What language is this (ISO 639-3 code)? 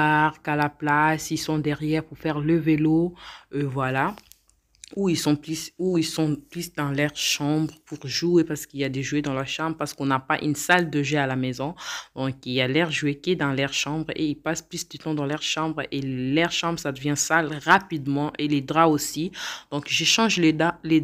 fra